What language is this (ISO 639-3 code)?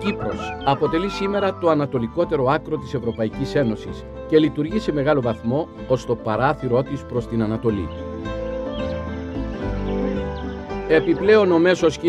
ell